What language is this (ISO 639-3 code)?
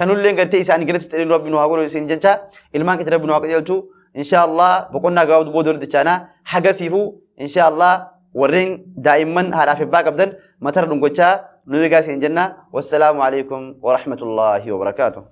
orm